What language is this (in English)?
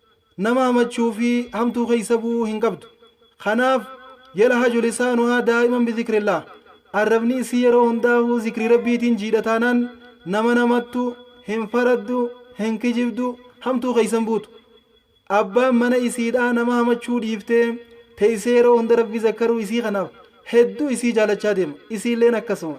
Oromo